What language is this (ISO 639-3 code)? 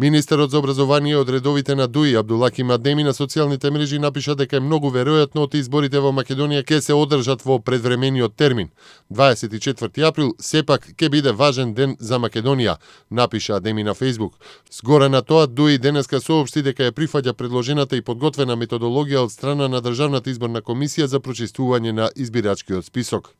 mkd